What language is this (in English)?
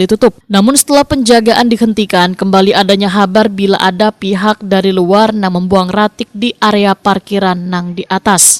Banjar